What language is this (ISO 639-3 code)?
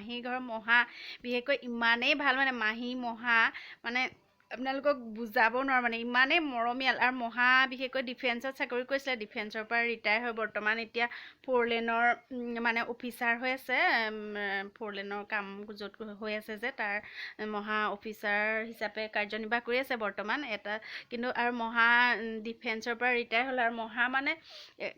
asm